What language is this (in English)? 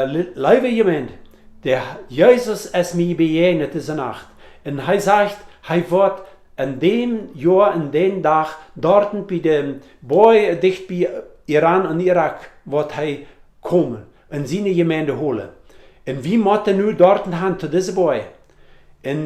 Plautdietsch